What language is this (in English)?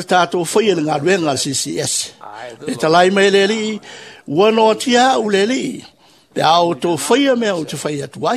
Samoan